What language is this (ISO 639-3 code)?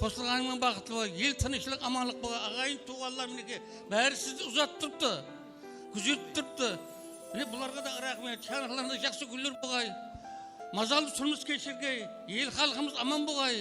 kaa